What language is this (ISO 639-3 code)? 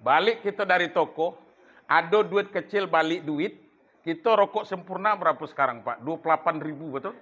min